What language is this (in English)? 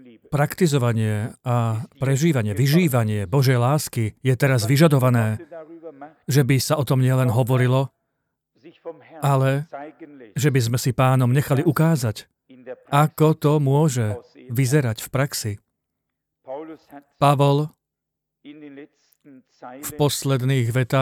Slovak